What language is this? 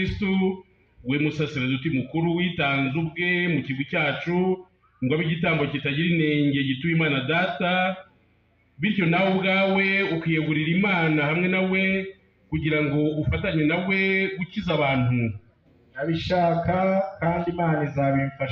Kinyarwanda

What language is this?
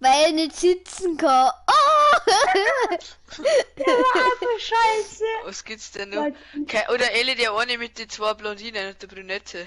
Bavarian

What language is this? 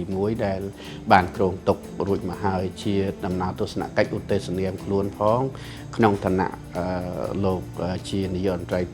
Khmer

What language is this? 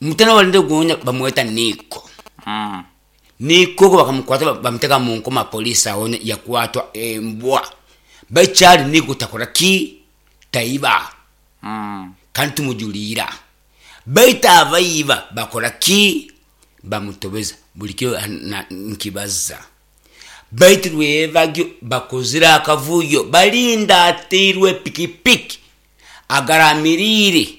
Nyoro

